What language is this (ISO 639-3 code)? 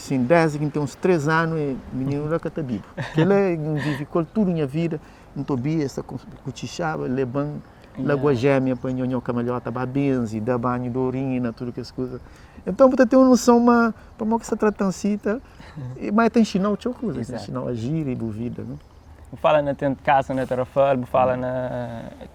kea